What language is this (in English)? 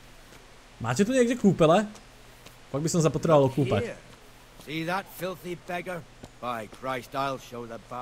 Slovak